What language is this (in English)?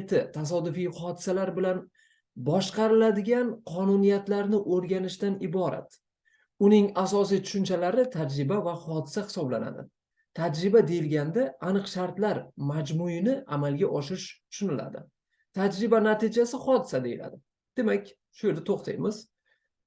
Uzbek